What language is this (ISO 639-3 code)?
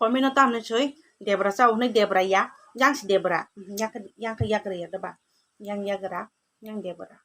trp